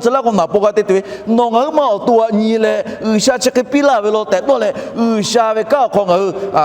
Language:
Lahu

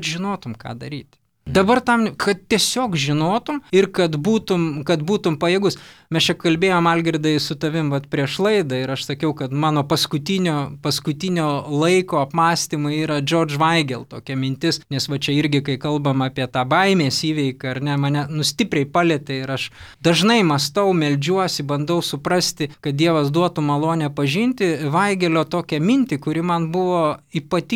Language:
Lithuanian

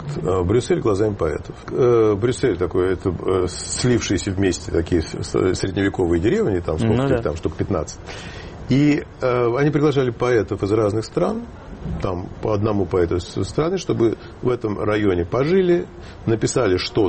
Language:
Russian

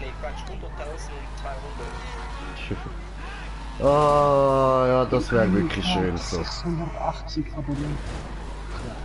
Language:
Swiss German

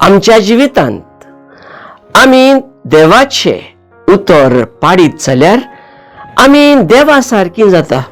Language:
Konkani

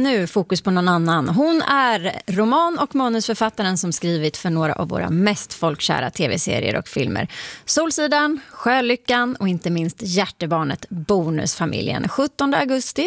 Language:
Swedish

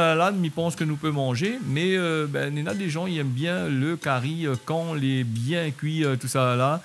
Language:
Réunion Creole French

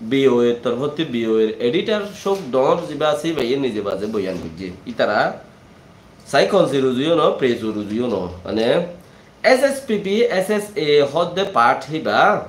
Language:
Rohingya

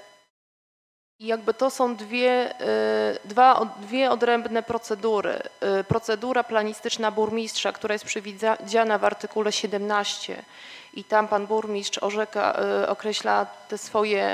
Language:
Polish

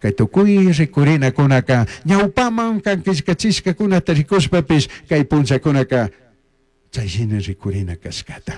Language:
Chimborazo Highland Quichua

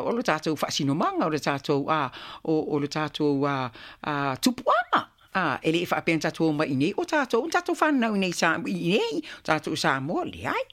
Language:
Samoan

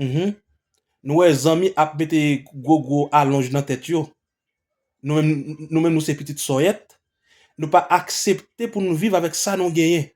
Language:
Haitian Creole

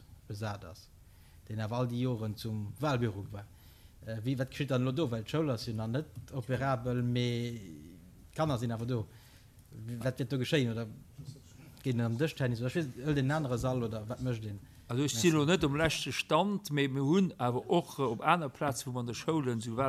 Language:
Luxembourgish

